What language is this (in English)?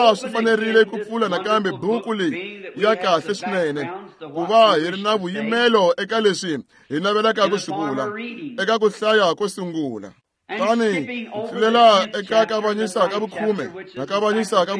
Tsonga